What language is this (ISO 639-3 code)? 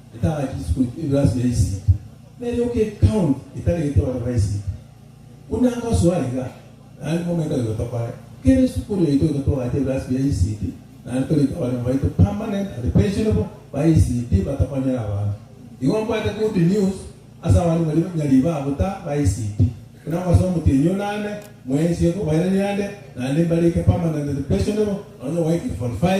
guz